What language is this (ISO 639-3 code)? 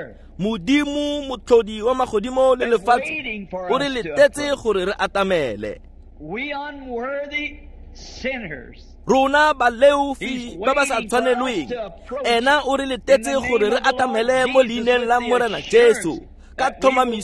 tsn